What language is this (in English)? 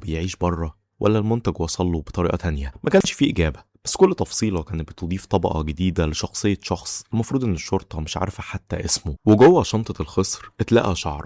Egyptian Arabic